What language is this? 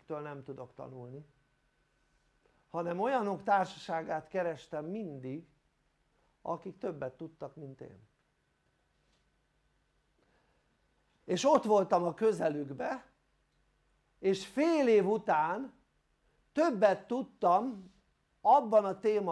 Hungarian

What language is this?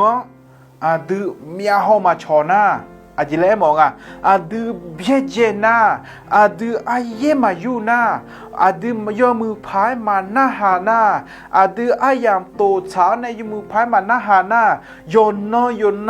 Akha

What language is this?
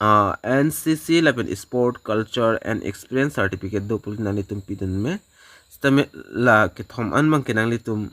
Karbi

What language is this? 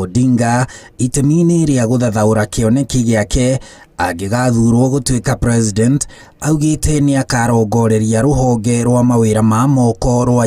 Kikuyu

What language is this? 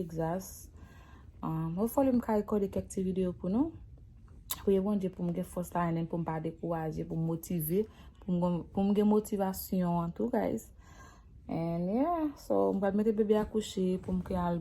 Haitian Creole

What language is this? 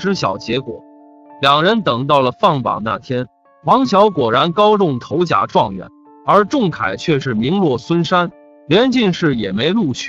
Chinese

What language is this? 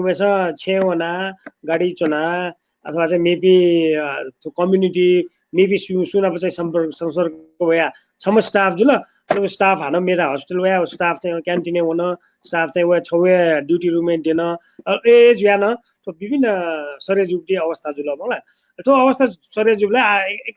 Newari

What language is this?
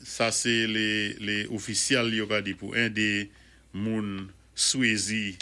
Saint Lucian Creole French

